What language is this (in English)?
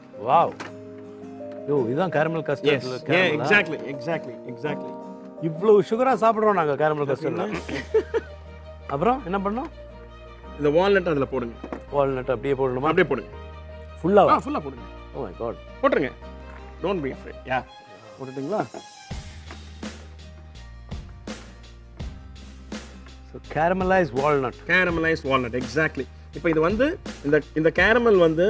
Tamil